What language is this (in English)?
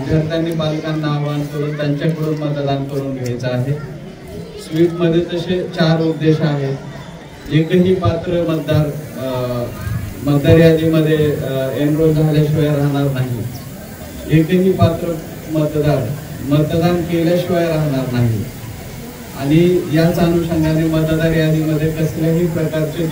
Marathi